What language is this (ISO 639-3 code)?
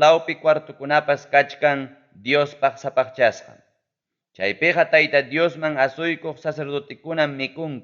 quy